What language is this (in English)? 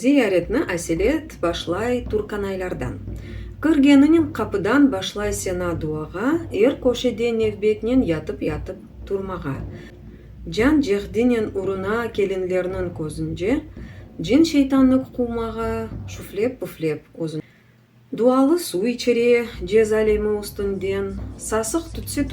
Crimean Tatar